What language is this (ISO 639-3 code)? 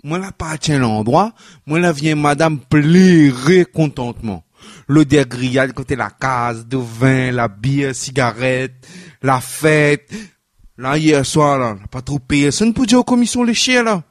rcf